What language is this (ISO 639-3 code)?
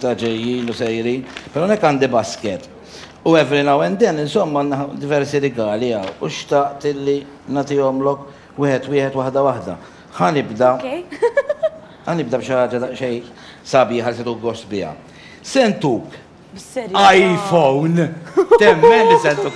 mlt